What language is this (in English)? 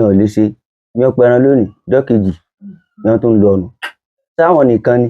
Yoruba